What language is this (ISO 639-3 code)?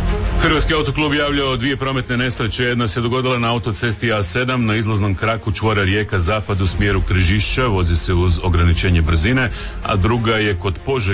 hrv